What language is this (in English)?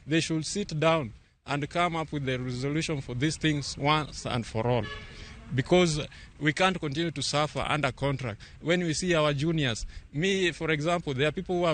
Luo (Kenya and Tanzania)